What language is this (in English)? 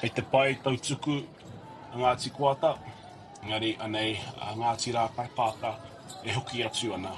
Māori